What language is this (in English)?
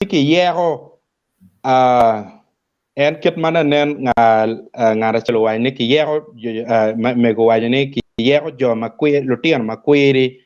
Acoli